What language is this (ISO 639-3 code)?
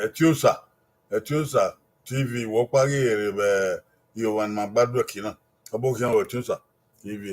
bin